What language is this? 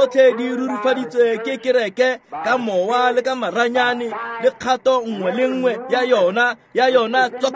Tswana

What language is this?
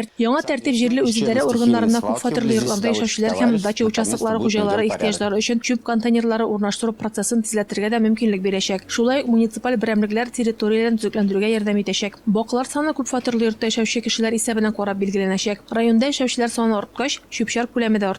Tatar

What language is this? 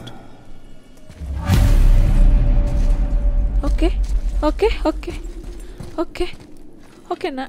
Indonesian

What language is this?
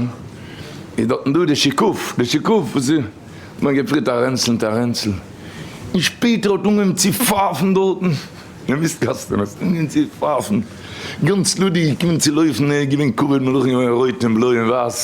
Yiddish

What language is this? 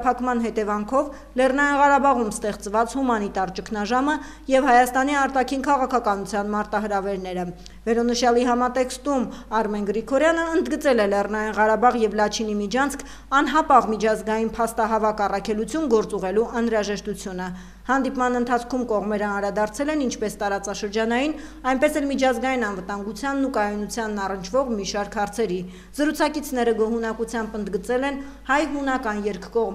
Armenian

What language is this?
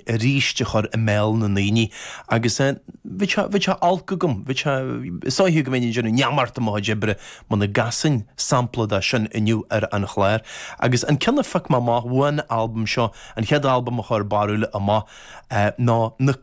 Irish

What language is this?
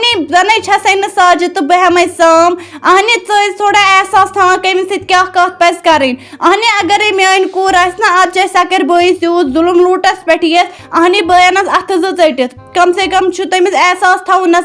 Kashmiri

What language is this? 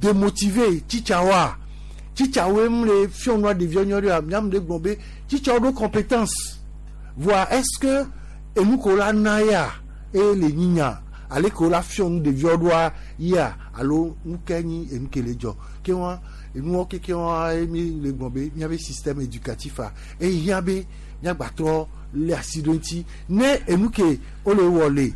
Gen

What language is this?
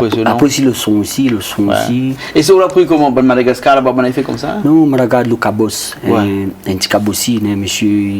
Réunion Creole French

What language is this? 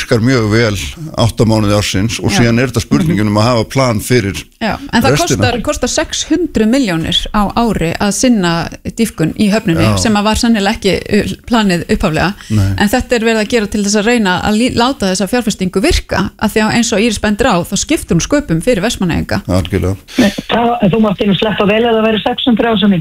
Icelandic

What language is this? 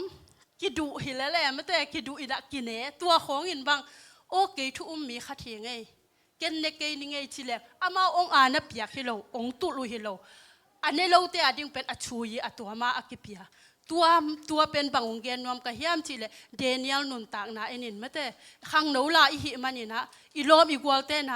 Tedim Chin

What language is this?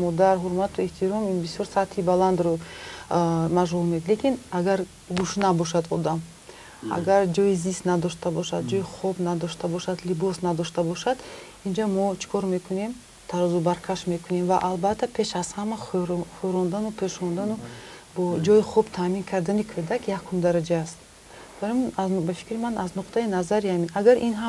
Tajik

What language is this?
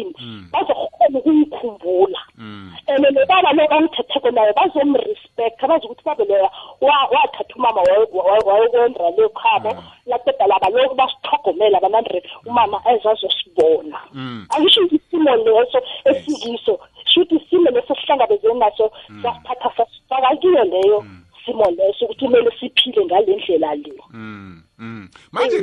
South Ndebele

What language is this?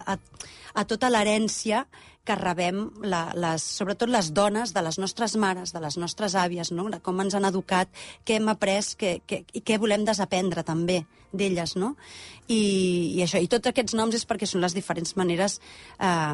Catalan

